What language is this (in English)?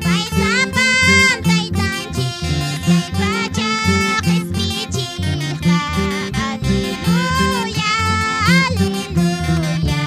Quechua